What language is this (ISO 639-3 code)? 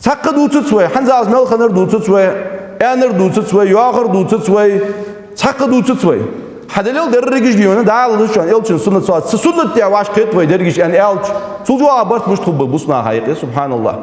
inh